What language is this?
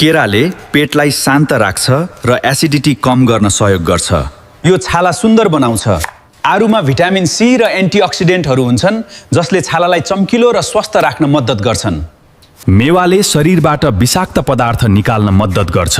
Nepali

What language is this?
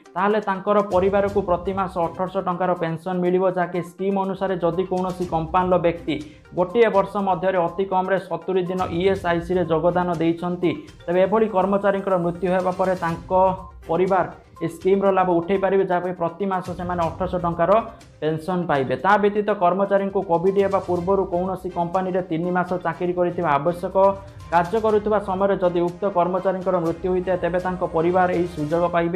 Odia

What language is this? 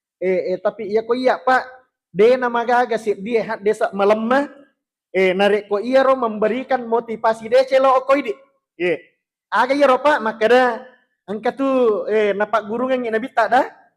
Buginese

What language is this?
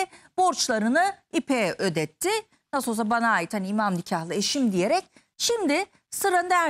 Turkish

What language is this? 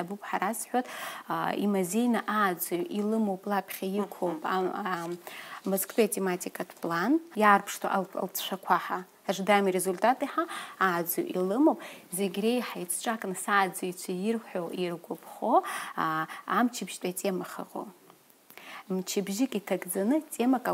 Abkhazian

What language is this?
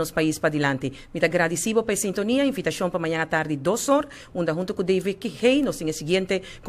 Papiamento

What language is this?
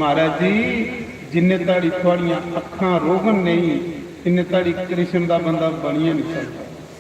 Dogri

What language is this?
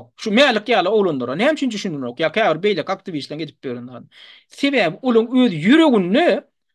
Turkmen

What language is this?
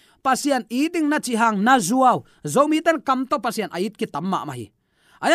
Tedim Chin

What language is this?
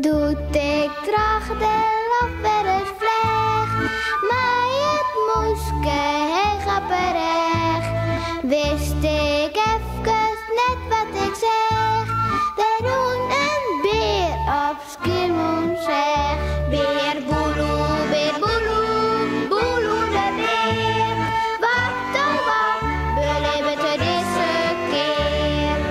Western Frisian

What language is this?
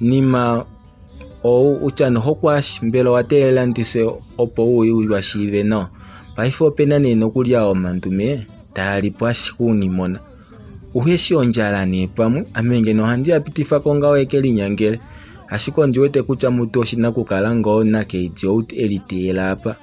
Kuanyama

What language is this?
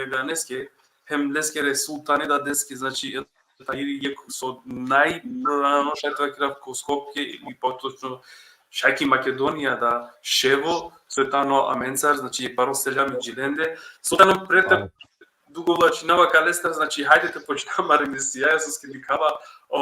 Balkan Romani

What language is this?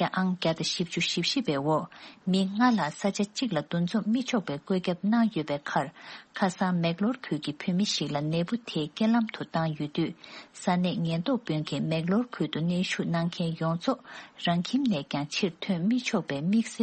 Tibetan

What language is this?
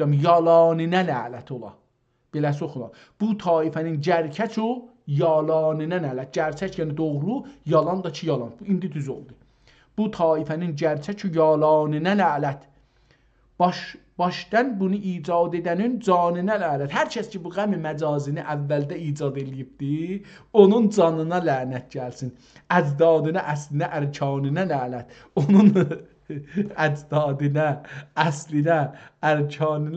South Azerbaijani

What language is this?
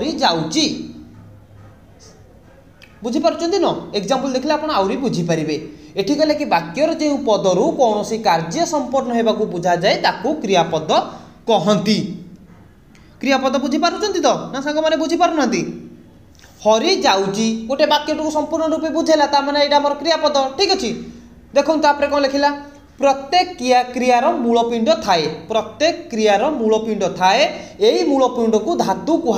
Odia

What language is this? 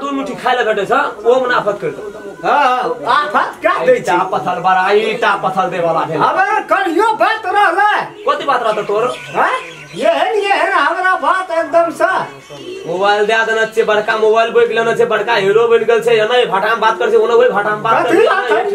Maithili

